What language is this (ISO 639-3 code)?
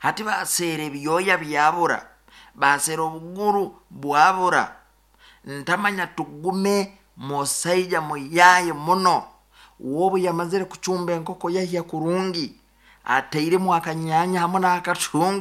nyn